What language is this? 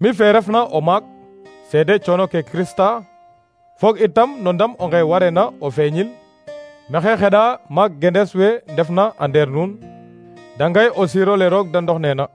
Serer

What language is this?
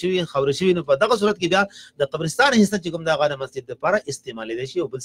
Pashto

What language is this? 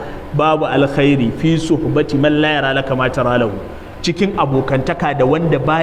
Hausa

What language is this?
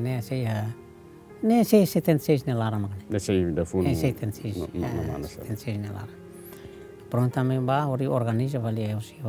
Tetum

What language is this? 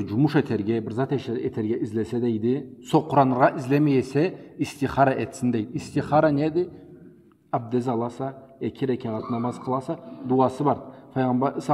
Karachay-Balkar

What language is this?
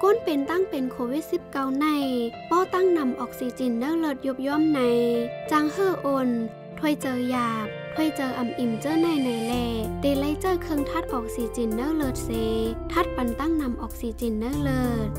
Shan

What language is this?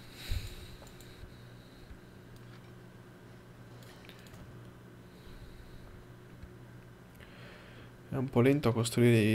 Italian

